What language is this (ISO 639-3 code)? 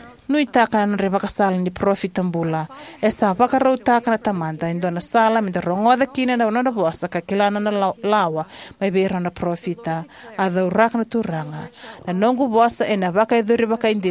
fij